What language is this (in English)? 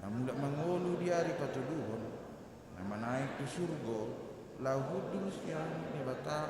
Batak Toba